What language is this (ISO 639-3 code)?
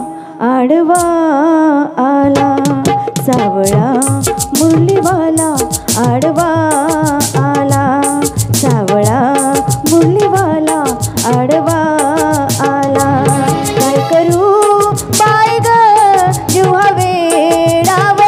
mar